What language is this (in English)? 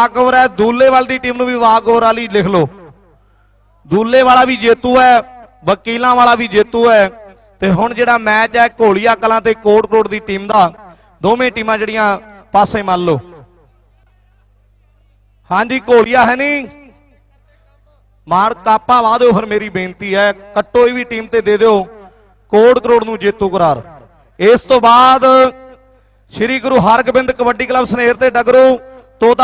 Punjabi